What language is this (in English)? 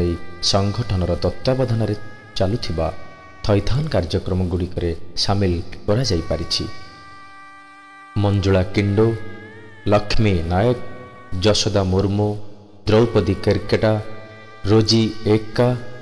Odia